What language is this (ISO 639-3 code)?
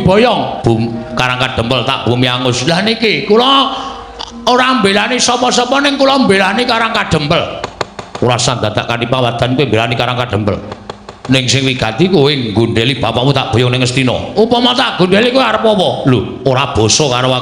jav